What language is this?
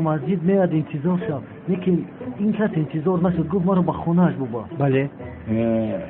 Tajik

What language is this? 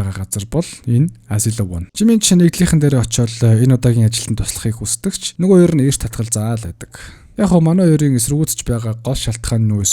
Mongolian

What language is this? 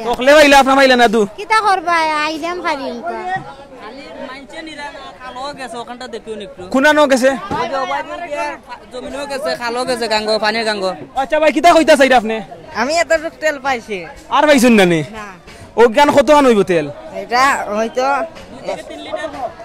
Sylheti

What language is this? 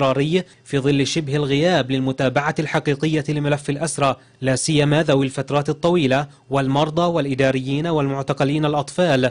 Arabic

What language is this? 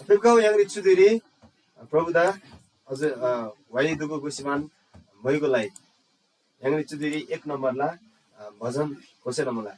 Eastern Tamang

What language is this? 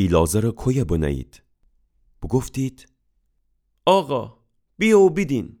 Gilaki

